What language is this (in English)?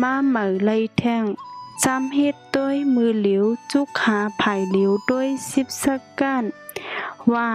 Shan